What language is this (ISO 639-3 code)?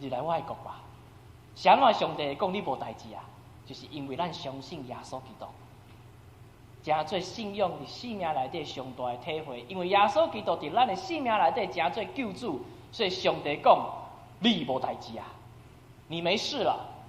nan